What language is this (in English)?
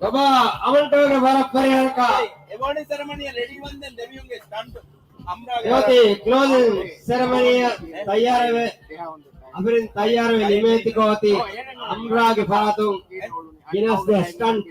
Divehi